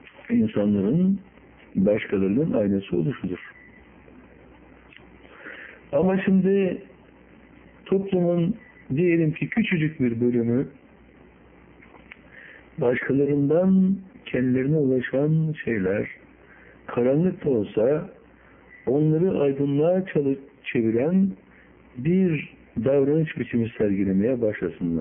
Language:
Turkish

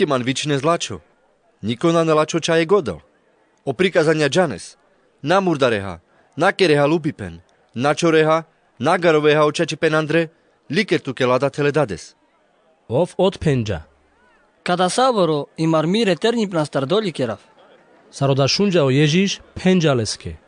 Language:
Carpathian Romani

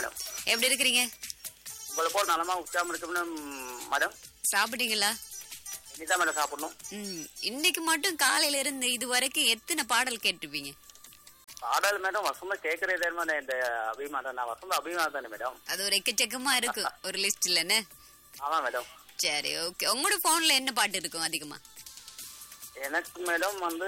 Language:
Tamil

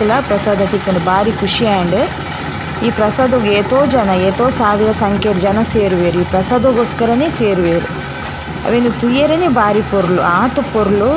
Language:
Tulu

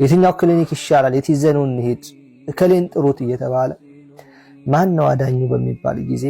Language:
Amharic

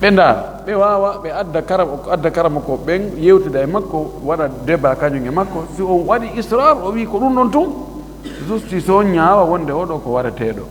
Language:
Fula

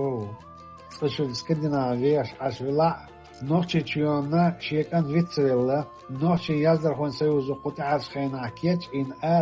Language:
Chechen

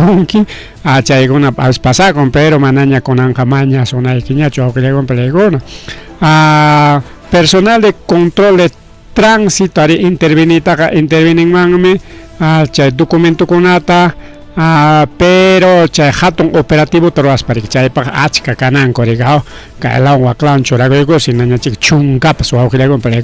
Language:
Ayacucho Quechua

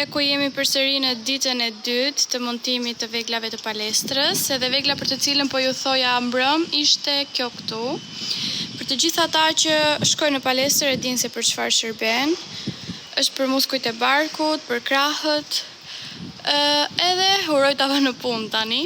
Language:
Albanian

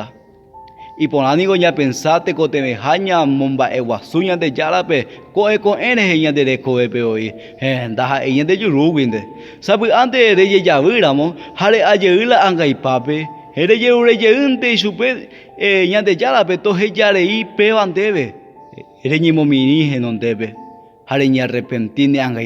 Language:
Guarani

